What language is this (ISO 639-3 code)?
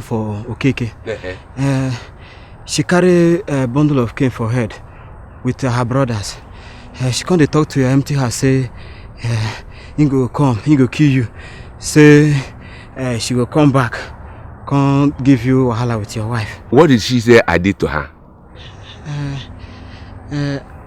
pcm